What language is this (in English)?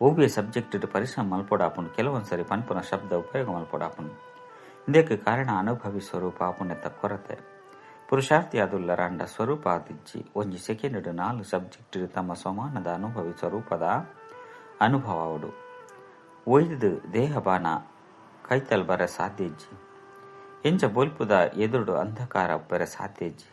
Tulu